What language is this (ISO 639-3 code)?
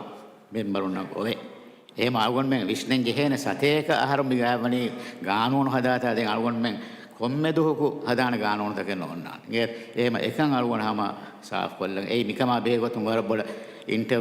div